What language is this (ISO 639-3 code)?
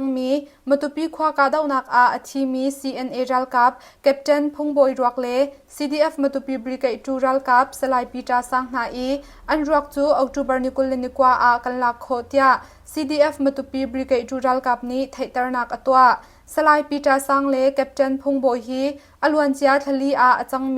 cnh